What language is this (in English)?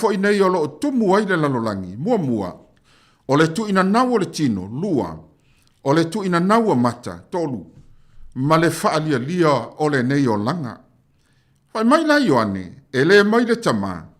Samoan